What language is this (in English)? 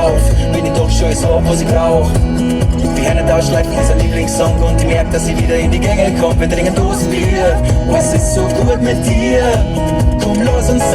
Bavarian